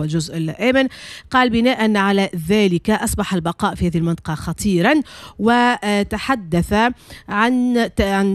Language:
Tunisian Arabic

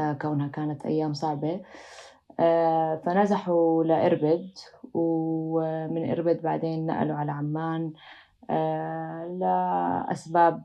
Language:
North Levantine Arabic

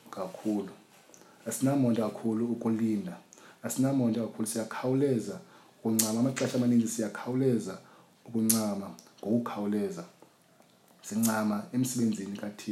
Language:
Xhosa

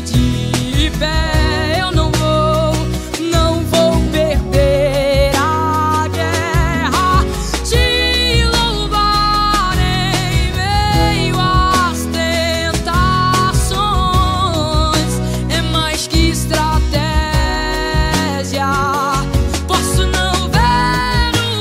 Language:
Portuguese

